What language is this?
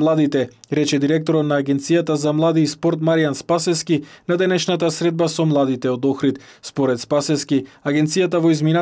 Macedonian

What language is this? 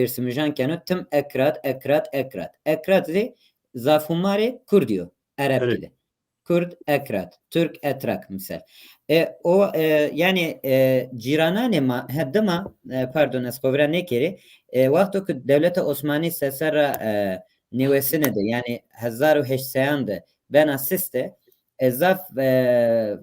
Zaza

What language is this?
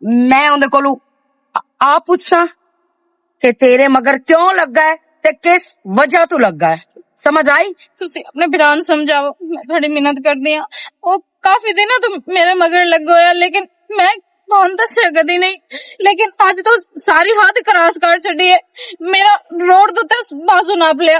Western Panjabi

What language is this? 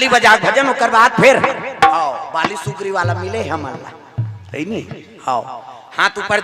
Chhattisgarhi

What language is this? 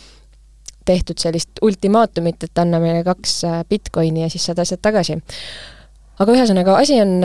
Estonian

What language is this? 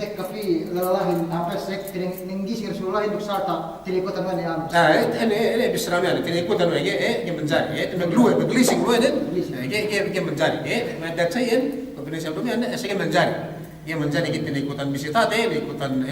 Yakan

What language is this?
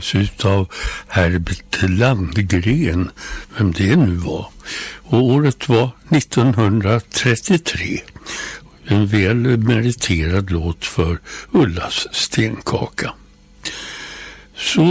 Swedish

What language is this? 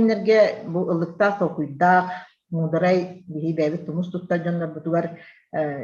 Yakut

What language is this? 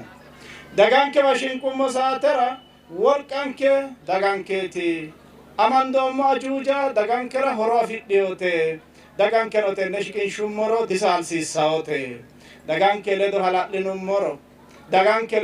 Sidamo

